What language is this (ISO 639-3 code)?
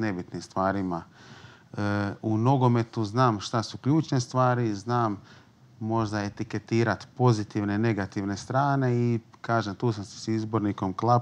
hrv